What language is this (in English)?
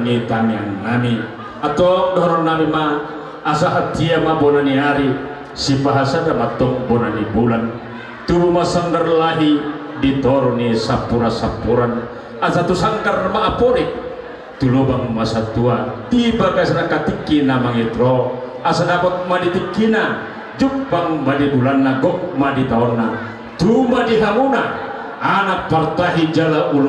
Batak Toba